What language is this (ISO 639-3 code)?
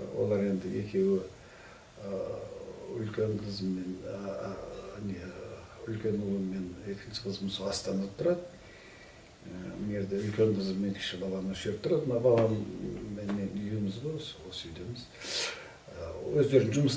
kaz